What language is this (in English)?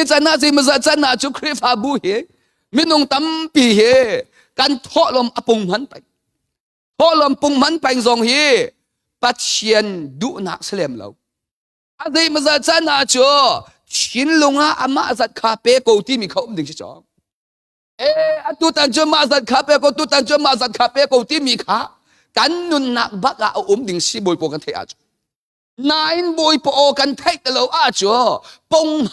Hakha Chin